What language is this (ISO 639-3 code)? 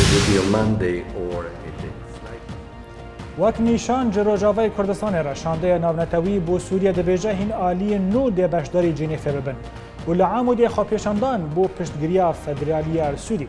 kur